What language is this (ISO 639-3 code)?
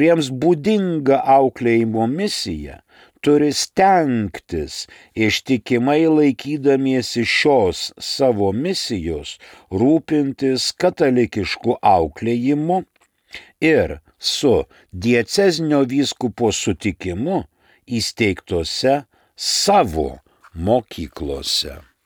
lit